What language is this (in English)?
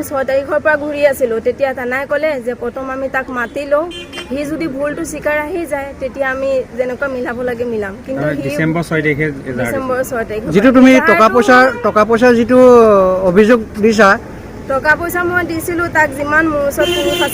Assamese